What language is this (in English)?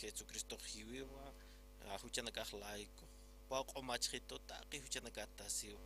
Aymara